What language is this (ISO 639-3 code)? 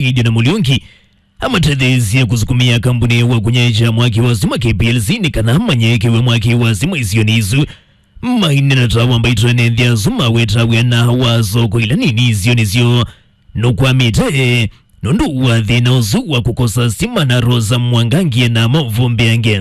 kam